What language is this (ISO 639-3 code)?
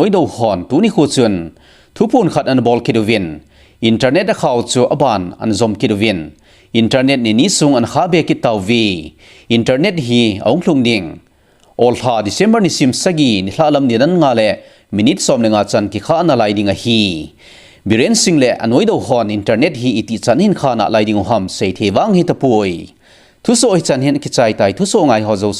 tcz